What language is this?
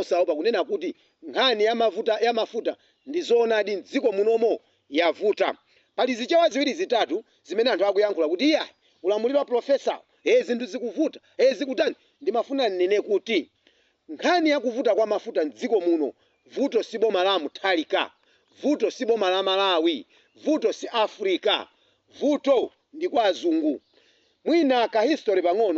Nyanja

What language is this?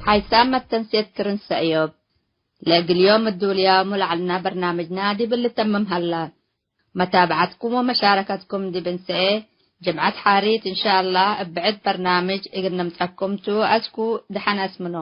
Tigre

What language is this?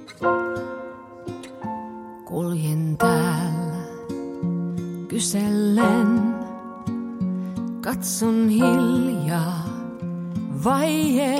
Finnish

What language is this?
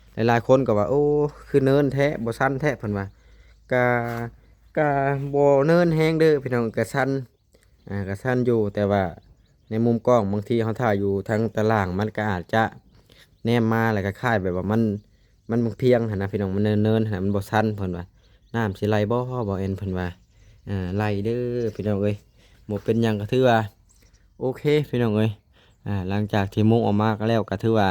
Lao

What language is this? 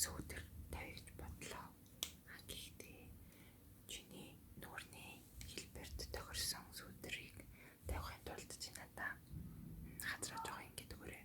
Mongolian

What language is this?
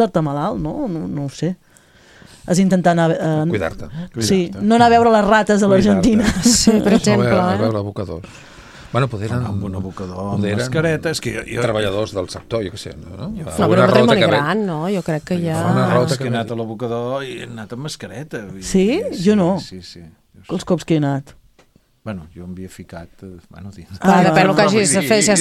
Catalan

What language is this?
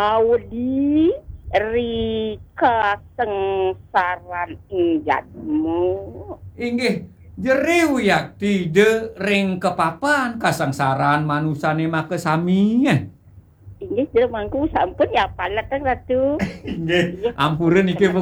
Balinese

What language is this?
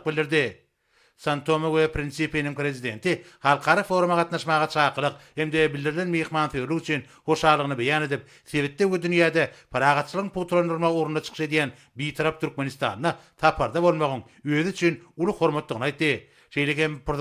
Turkmen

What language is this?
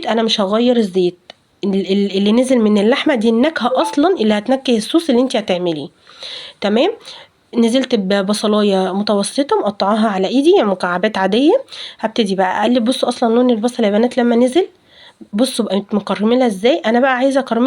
Egyptian Arabic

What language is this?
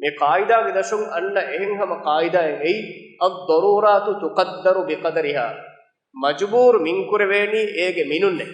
Divehi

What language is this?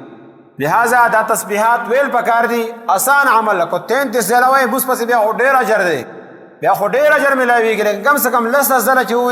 Pashto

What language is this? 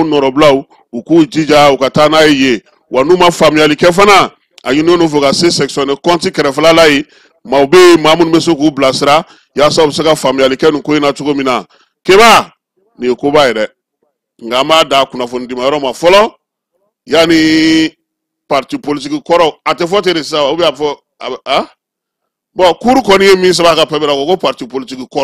Bambara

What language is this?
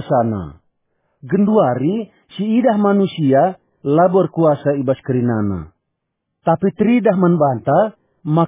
Batak Karo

